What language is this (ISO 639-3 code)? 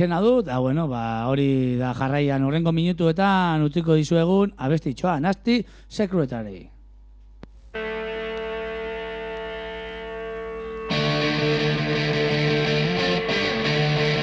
eus